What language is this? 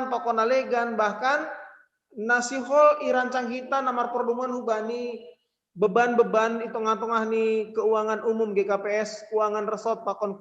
Batak Simalungun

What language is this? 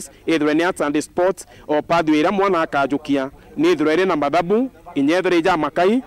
Meru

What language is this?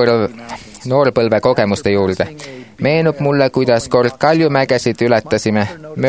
Estonian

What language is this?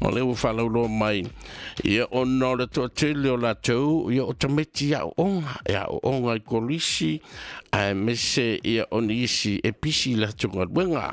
Samoan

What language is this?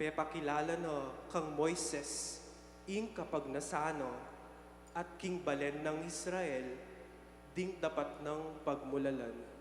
Pampanga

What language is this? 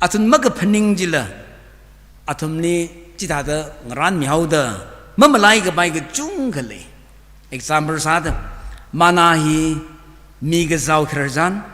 Tangkhul Naga (India)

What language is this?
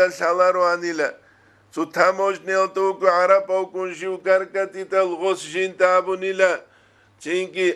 Avaric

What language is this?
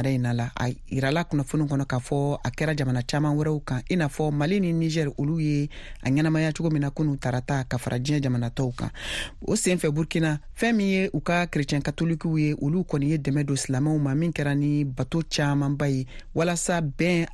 Bambara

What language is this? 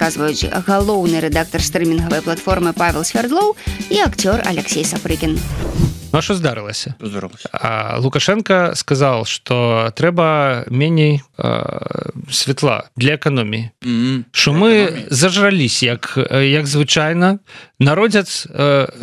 Belarusian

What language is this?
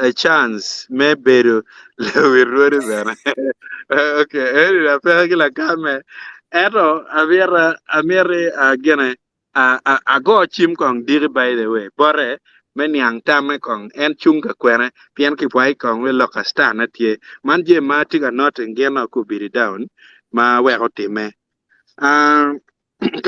Acoli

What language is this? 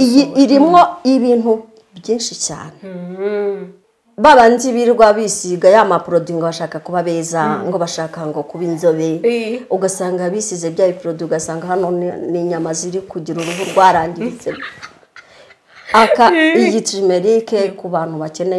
Kinyarwanda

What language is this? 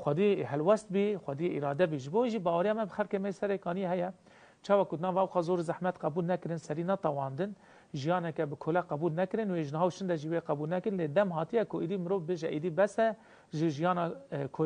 Kurdish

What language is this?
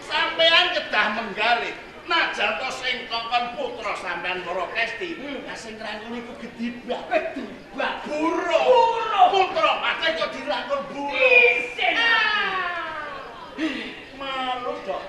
Javanese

